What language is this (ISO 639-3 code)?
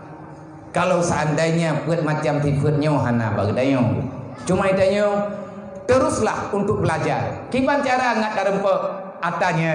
ace